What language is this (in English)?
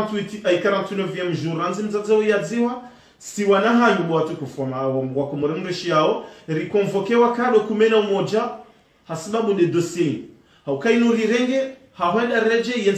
Ngazidja Comorian